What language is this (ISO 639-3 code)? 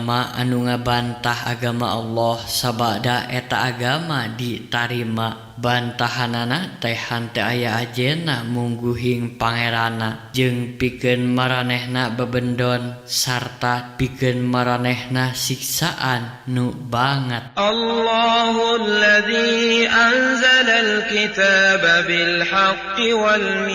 sun